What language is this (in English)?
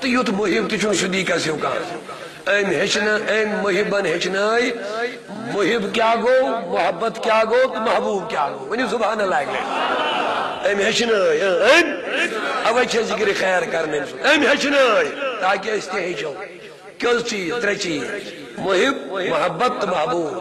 Kashmiri